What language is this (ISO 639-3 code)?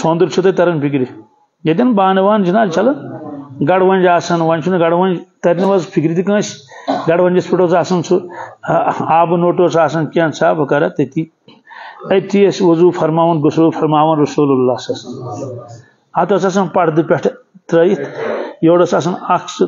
kas